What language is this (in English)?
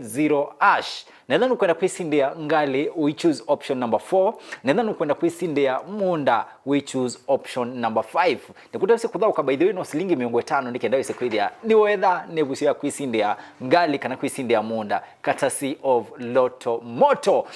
Kamba